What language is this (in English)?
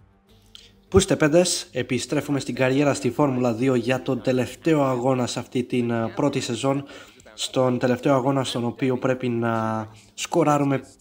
Greek